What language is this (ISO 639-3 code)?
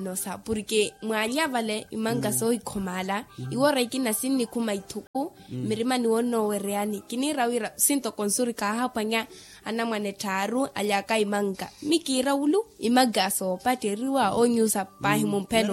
vmw